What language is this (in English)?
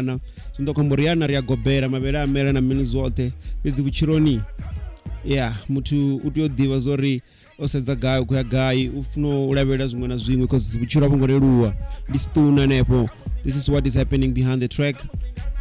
Venda